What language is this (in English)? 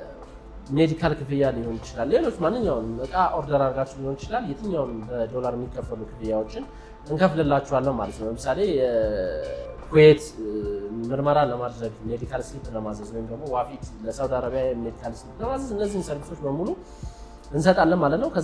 Amharic